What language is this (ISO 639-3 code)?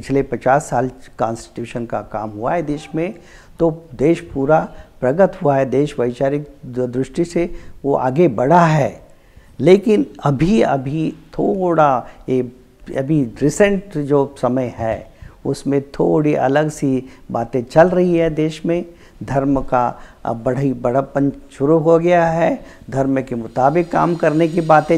hin